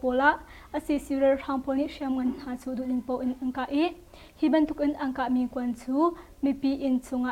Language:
Hakha Chin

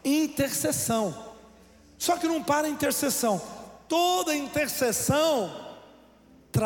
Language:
Portuguese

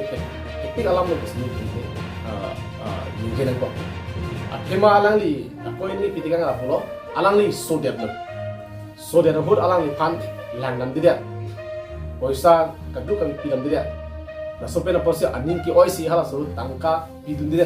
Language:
Karbi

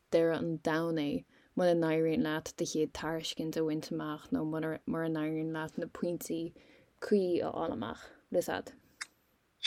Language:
Irish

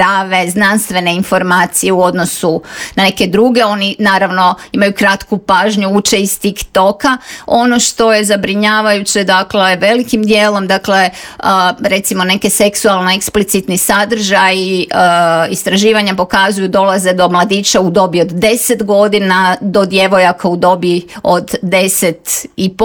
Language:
Croatian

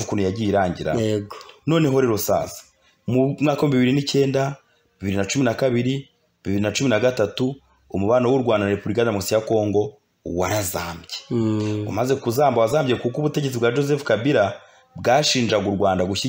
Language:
Kinyarwanda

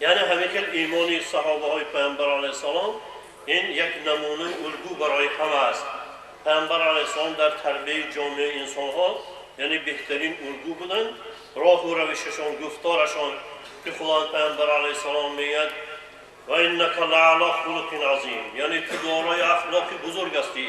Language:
Tajik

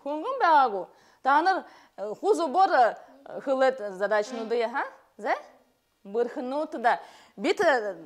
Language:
Buriat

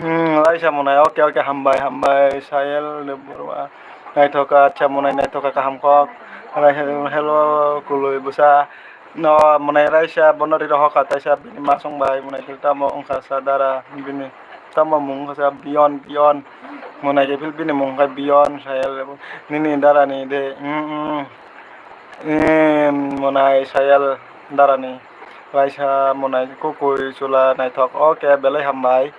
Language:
Kok Borok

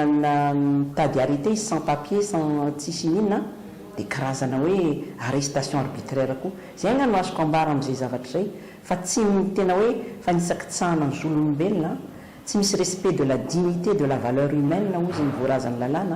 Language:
Malagasy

